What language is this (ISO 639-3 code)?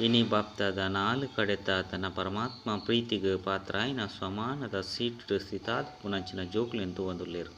tcy